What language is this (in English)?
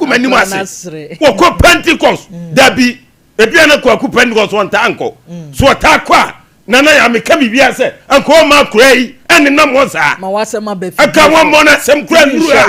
Akan